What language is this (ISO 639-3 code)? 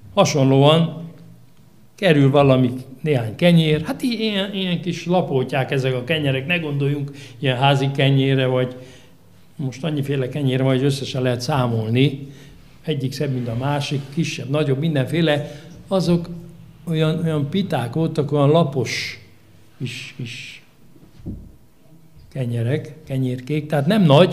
hun